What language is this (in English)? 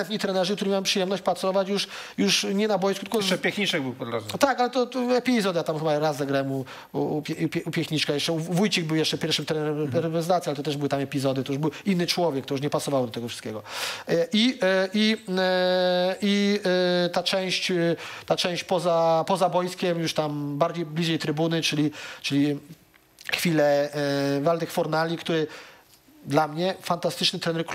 Polish